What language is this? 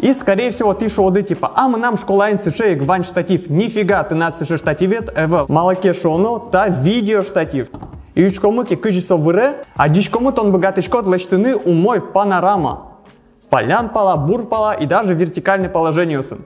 Udmurt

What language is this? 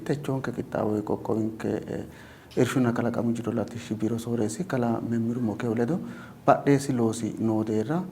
Sidamo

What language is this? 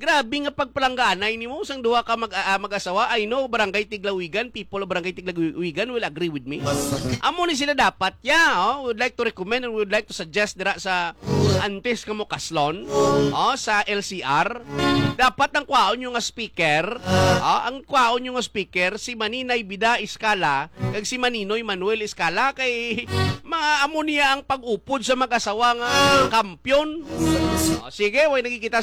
Hiligaynon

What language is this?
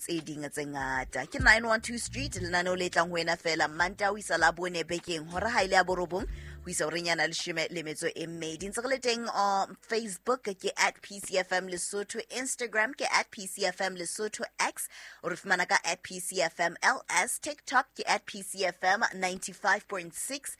Southern Sotho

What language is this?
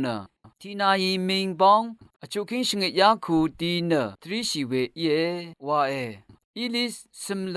Rawang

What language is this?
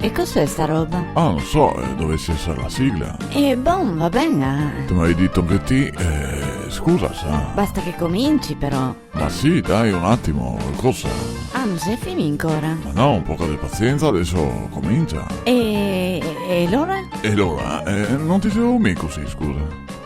Venetian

